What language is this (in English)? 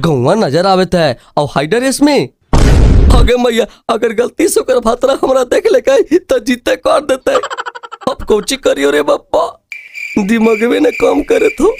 Magahi